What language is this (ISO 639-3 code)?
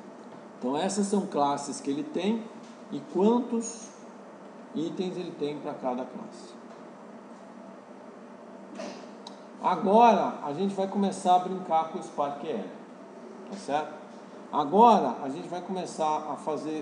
por